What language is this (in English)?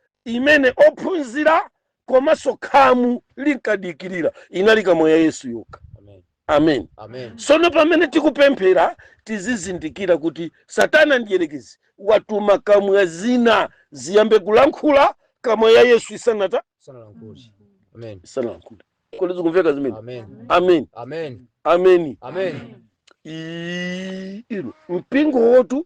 Nyanja